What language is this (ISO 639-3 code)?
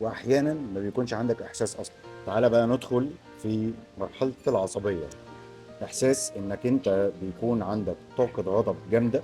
arz